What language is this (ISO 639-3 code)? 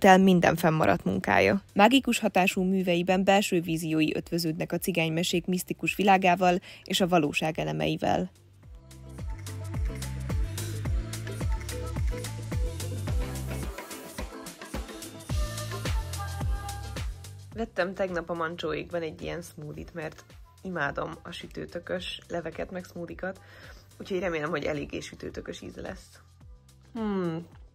hun